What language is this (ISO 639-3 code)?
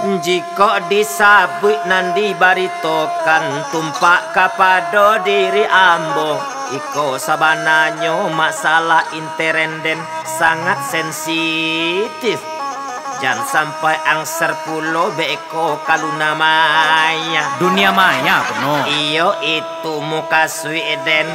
min